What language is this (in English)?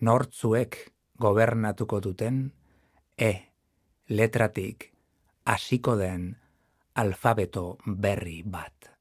Basque